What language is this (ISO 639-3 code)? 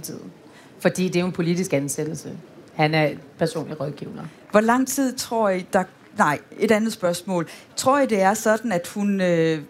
dan